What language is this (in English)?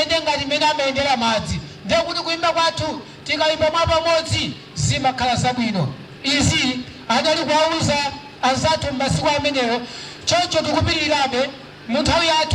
Nyanja